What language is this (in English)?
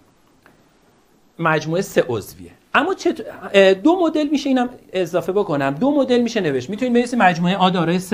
Persian